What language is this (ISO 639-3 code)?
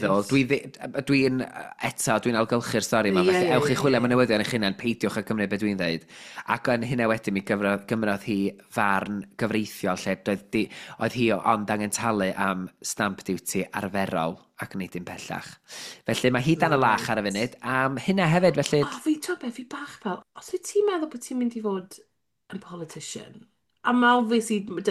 cym